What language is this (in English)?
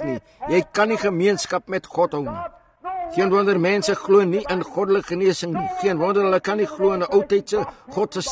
Afrikaans